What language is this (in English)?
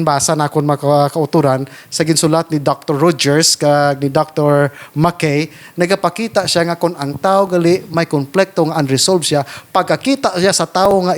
Hiligaynon